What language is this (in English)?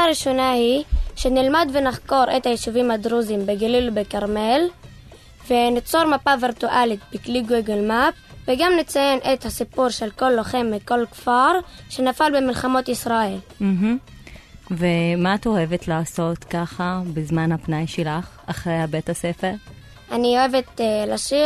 Hebrew